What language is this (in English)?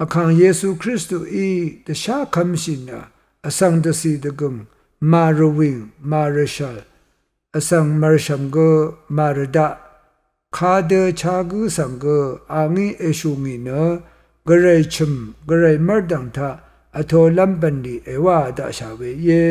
Rawang